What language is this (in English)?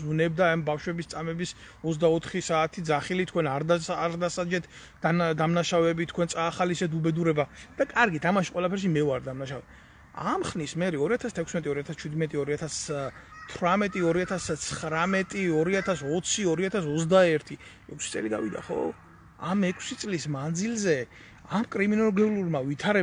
Georgian